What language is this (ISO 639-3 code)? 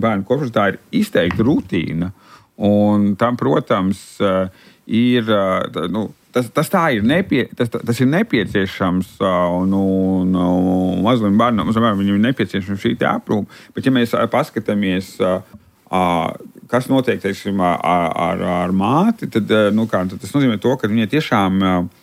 lav